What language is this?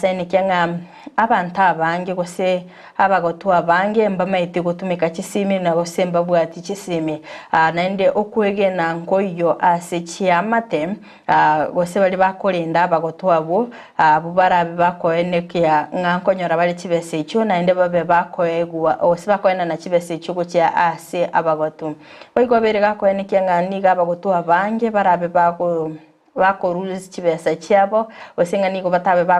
Gusii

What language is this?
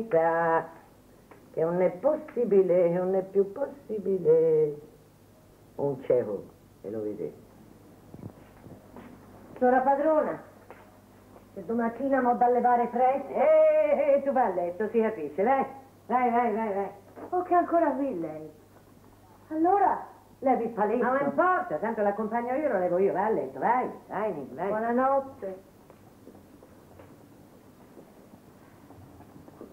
Italian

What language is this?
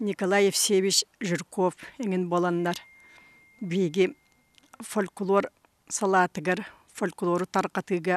Yakut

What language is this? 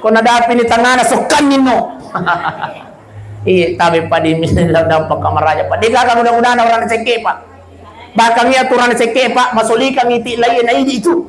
Buginese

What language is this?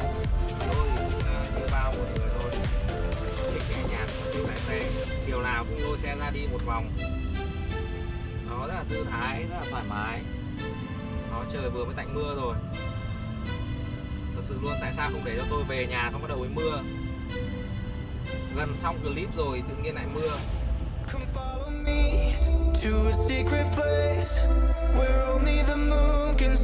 Vietnamese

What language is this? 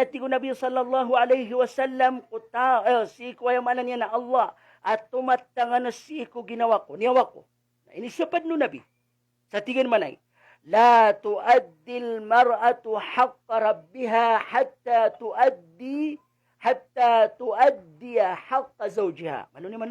Maranao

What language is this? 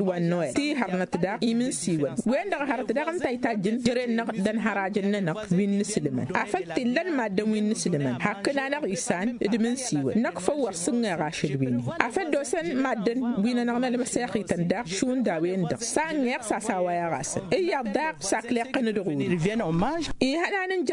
Tamasheq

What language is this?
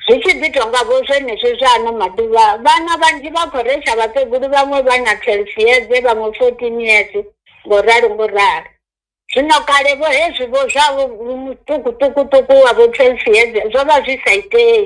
Venda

